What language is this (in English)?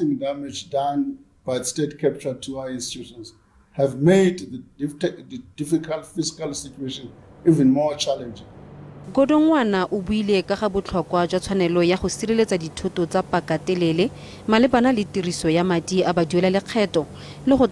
Tswana